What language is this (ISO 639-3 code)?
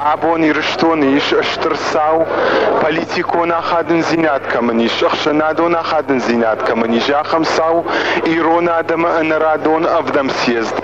oss